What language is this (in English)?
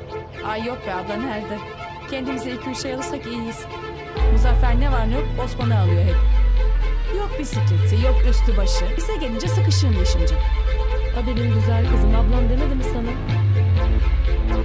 Turkish